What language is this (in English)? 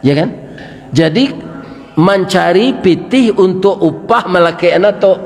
Minangkabau